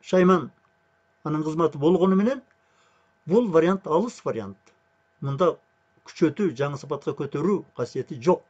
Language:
Kyrgyz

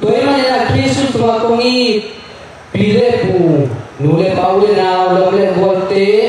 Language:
Tedim Chin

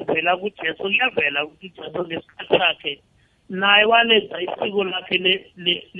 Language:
South Ndebele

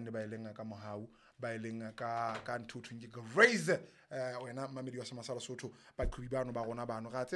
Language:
Southern Sotho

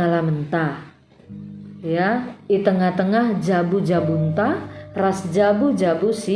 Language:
Batak Karo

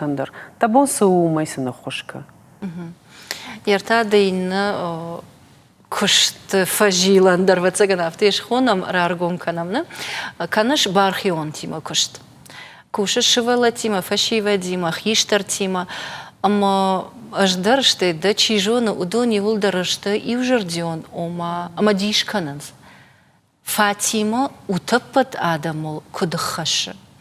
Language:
Ossetic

